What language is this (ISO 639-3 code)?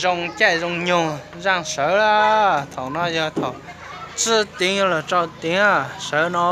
hmn